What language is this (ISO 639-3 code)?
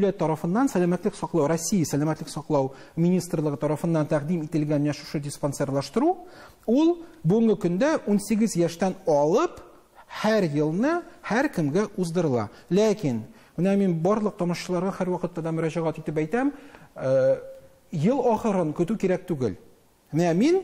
tat